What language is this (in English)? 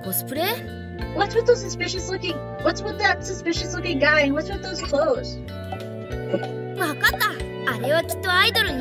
Japanese